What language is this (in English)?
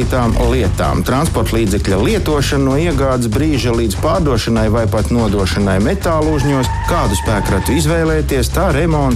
Latvian